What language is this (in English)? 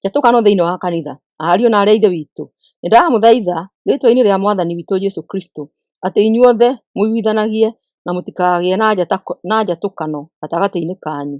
Kikuyu